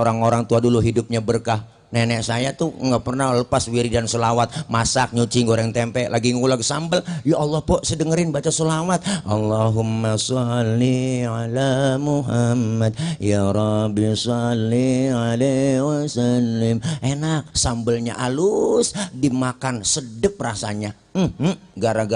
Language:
Betawi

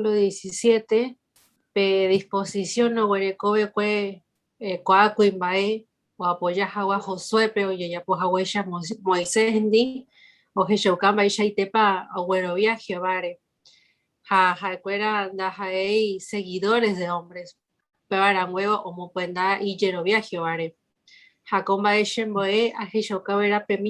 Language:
Guarani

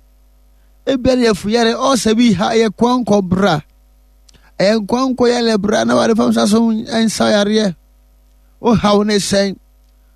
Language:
Akan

